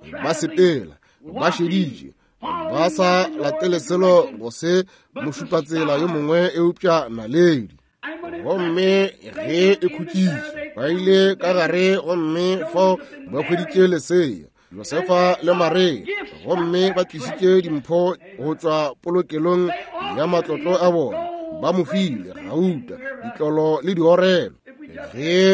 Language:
Northern Sotho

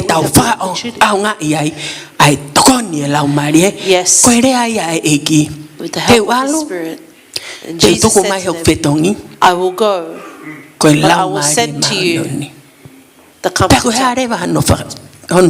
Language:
Tongan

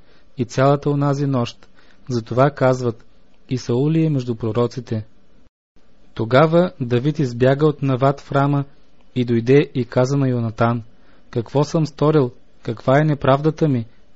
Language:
Bulgarian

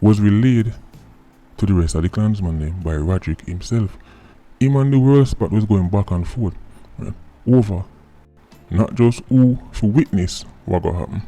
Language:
Jamaican Creole English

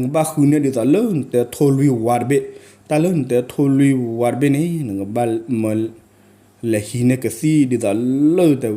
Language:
S'gaw Karen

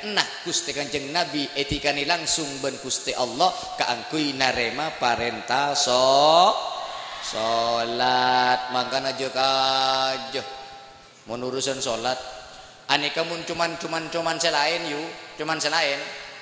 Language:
Madurese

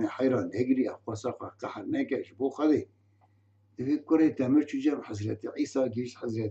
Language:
Kurdish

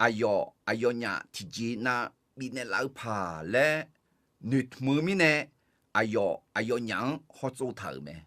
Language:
Akha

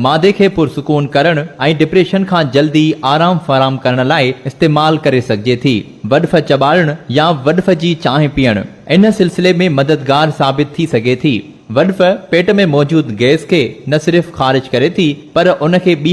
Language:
Sindhi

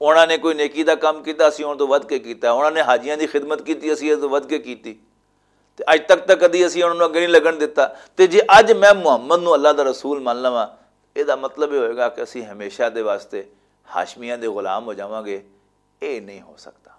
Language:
Western Panjabi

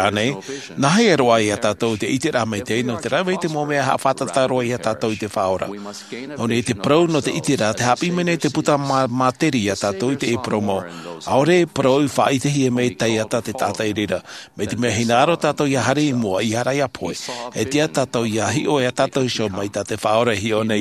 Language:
Tahitian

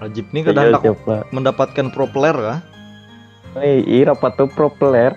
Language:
Banjar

